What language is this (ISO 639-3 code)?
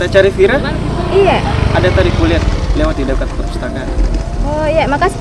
mfp